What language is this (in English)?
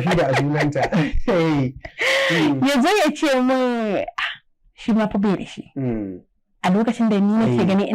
Hausa